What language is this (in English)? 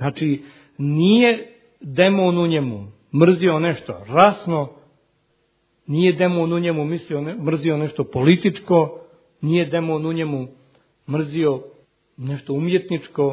Croatian